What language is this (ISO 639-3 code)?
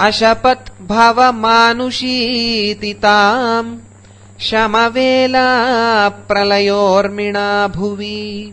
san